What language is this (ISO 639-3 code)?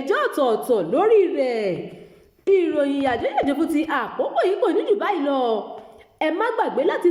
yor